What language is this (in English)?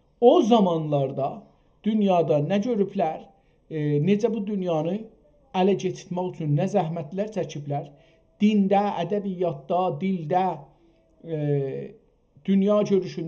South Azerbaijani